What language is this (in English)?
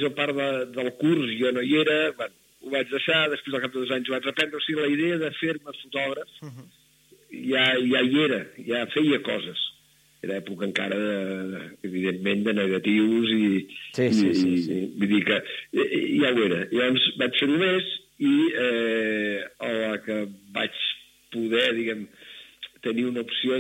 Catalan